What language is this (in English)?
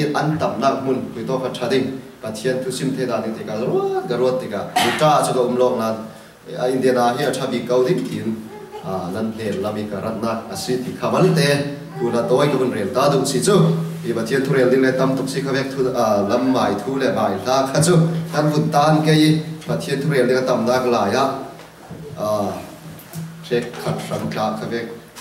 Falam Chin